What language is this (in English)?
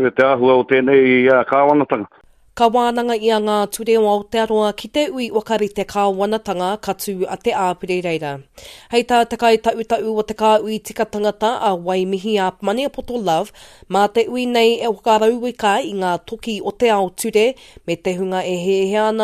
Māori